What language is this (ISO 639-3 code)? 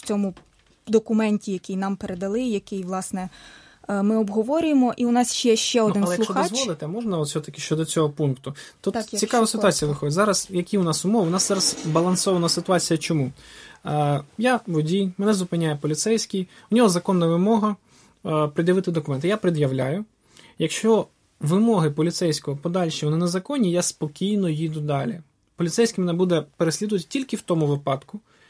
ukr